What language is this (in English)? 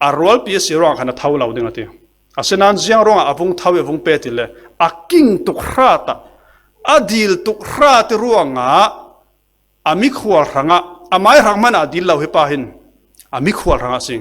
Falam Chin